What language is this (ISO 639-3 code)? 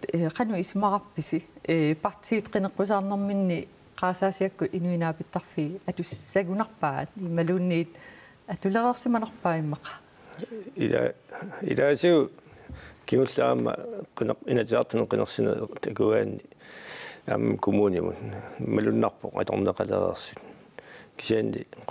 kal